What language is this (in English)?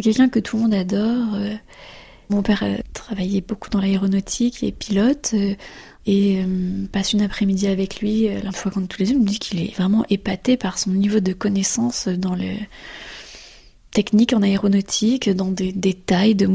French